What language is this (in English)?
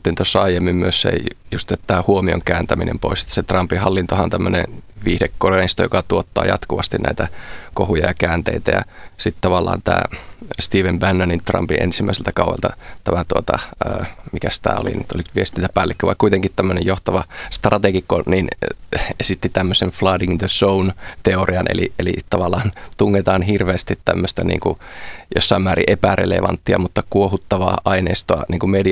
Finnish